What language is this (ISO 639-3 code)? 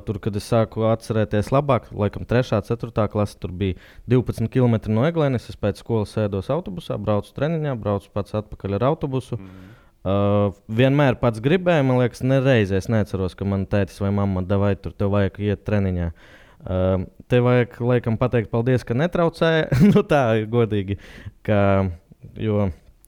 lav